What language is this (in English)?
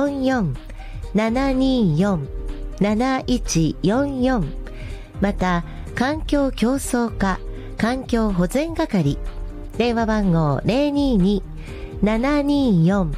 Japanese